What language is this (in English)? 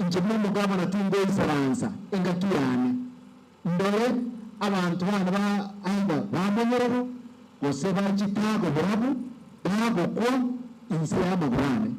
Gusii